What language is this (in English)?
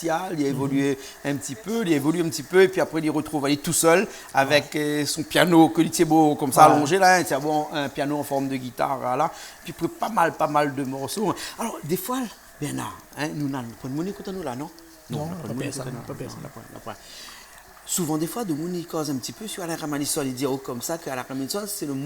Réunion Creole French